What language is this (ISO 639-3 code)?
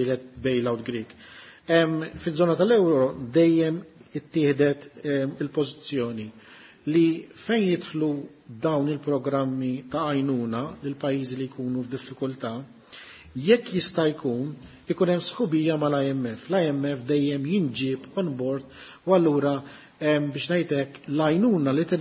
mlt